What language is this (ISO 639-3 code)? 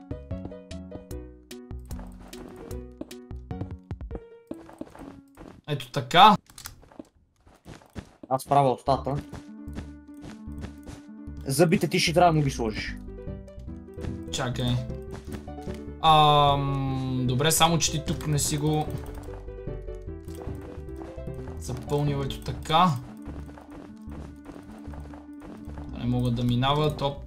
bul